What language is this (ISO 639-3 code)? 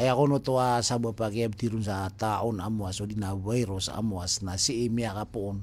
mrw